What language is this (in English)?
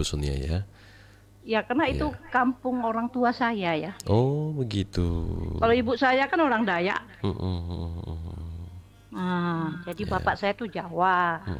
Indonesian